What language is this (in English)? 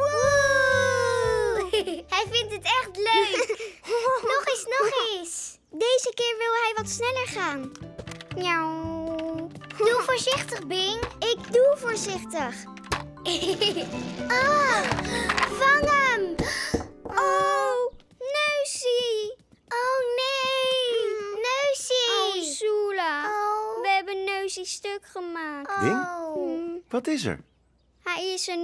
Dutch